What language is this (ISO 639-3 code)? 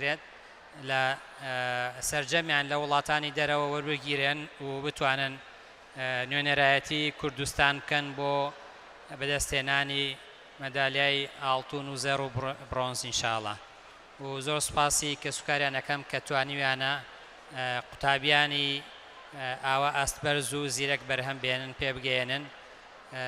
ckb